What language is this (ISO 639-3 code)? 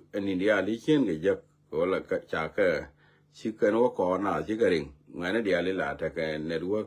nus